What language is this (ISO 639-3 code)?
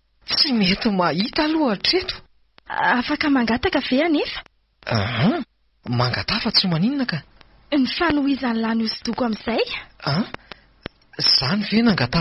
mlg